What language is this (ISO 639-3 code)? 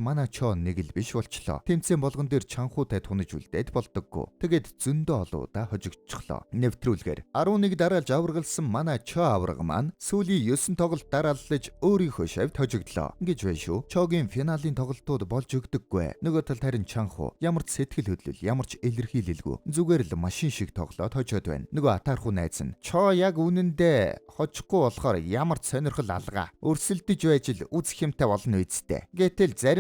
mon